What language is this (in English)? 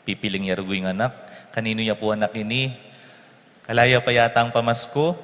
Pampanga